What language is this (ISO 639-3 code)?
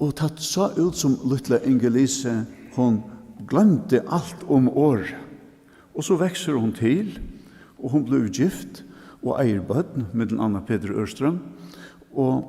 fao